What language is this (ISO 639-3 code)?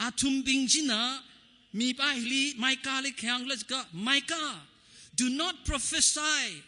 nmf